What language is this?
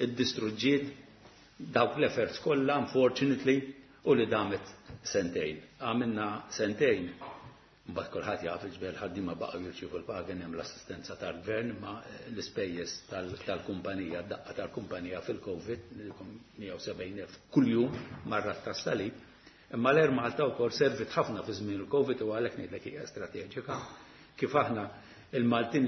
Maltese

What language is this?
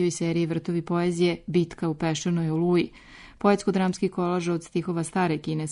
Serbian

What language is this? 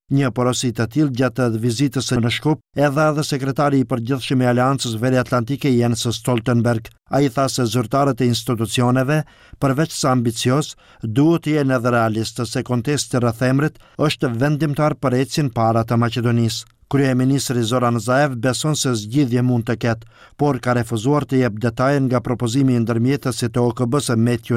Albanian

